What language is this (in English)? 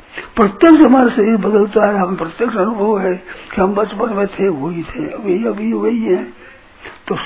Hindi